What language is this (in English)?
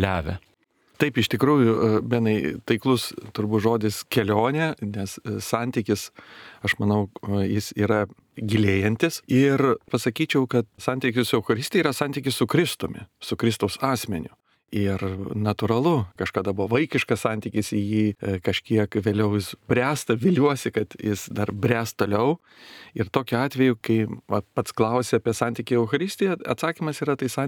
Lithuanian